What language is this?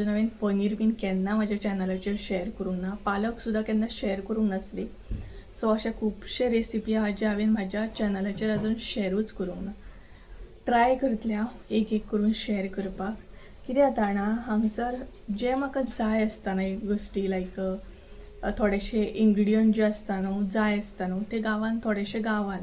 Konkani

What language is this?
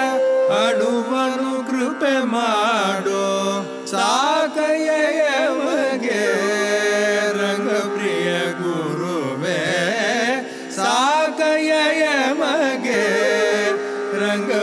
Kannada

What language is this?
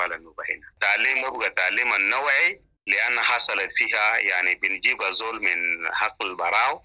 Sudanese Arabic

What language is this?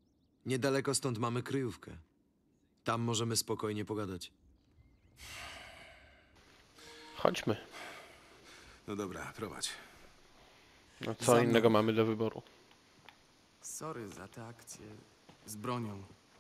Polish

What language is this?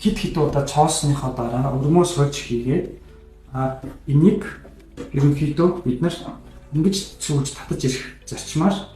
Mongolian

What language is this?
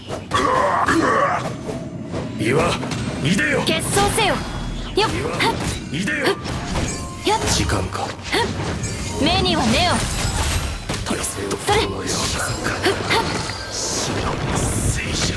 Japanese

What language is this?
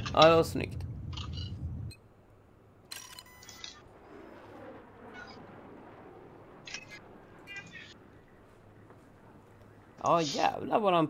Swedish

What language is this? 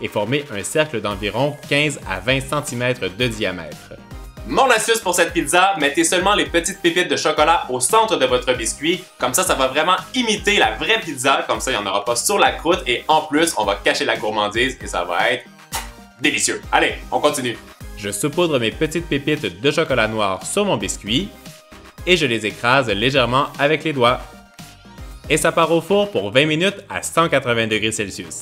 French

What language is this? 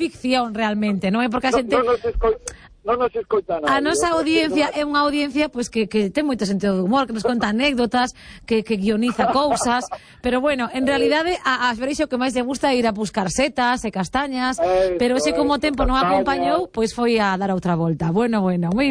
Galician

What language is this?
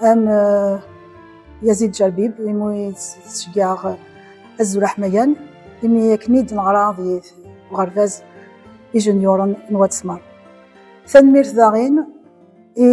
Kabyle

